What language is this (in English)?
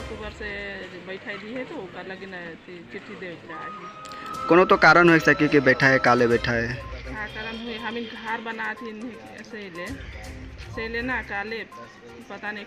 Sadri